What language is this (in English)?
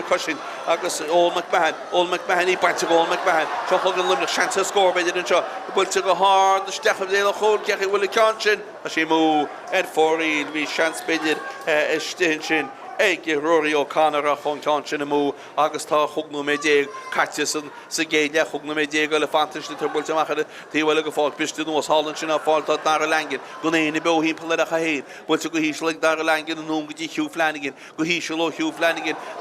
Irish